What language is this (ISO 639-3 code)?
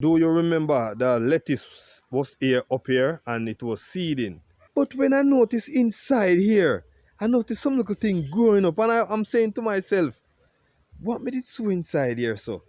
jam